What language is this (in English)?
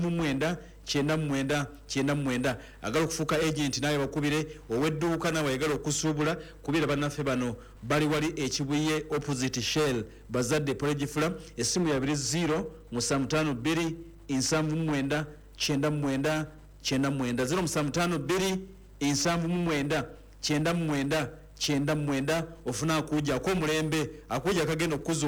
Ganda